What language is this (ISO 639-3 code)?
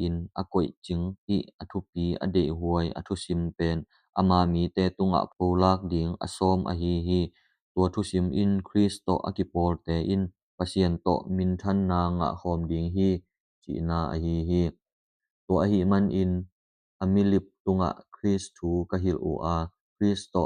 ctd